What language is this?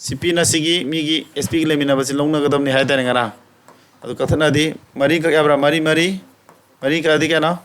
Manipuri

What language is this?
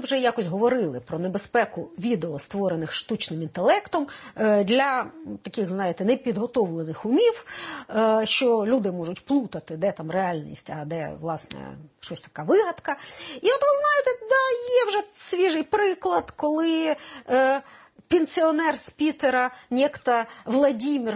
Ukrainian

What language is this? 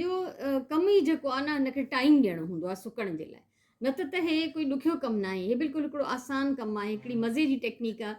Sindhi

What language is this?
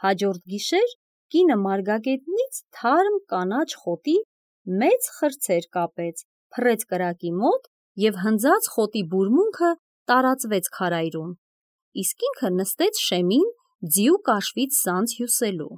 Armenian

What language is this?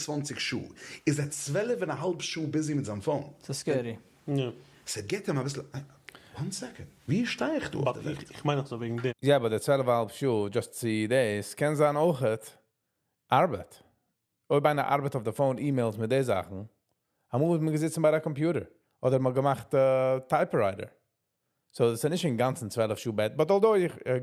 Yiddish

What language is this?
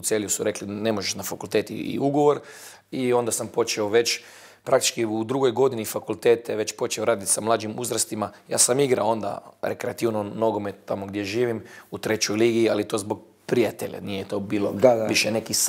Bosnian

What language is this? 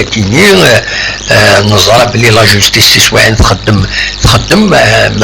Kabyle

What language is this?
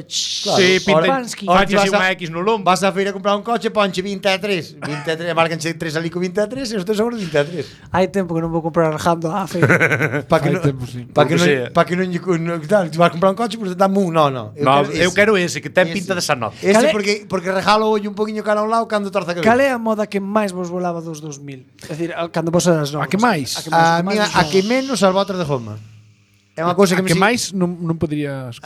Galician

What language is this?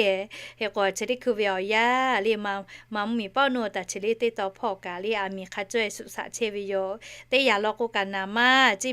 Lahu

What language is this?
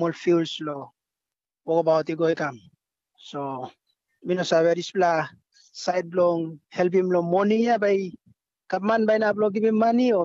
Tok Pisin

